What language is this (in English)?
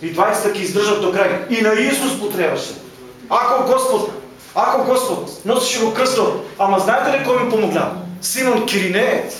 Macedonian